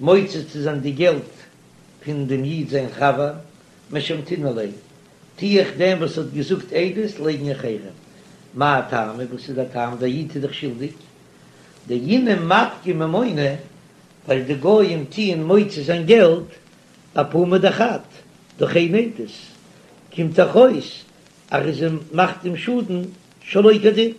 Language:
Yiddish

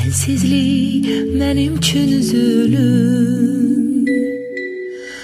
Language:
Azerbaijani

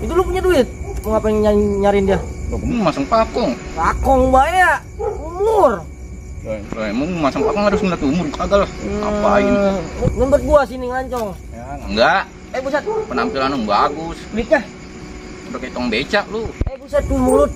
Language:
Betawi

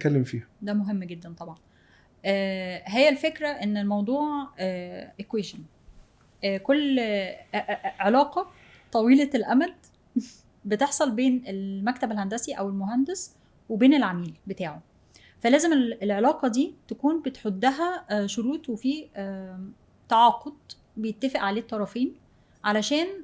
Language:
Egyptian Arabic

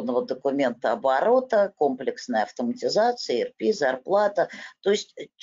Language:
Russian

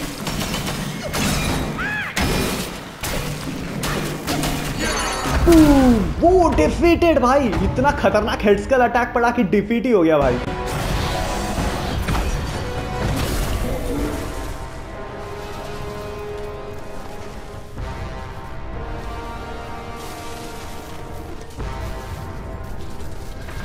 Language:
Hindi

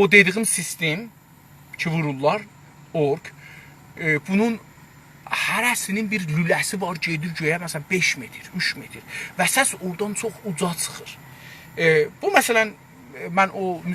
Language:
South Azerbaijani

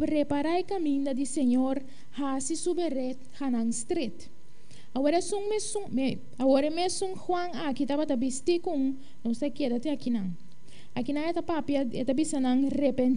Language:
Papiamento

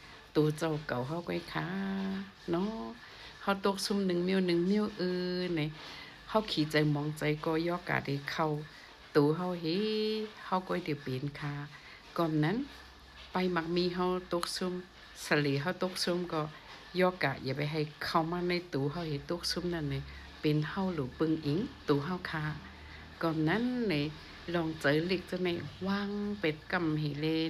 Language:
Shan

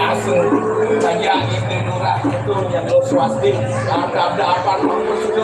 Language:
Balinese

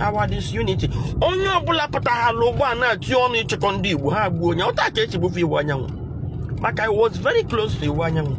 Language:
Igbo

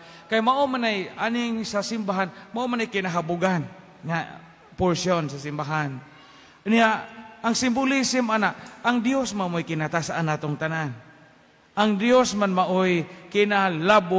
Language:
Cebuano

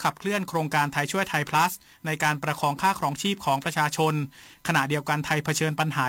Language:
Thai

